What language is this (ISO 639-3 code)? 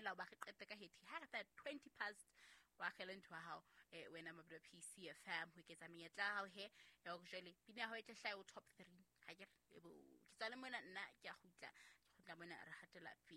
sot